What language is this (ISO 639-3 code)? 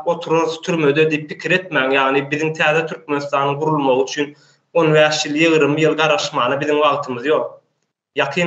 tuk